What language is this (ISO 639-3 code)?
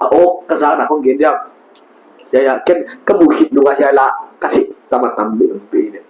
pck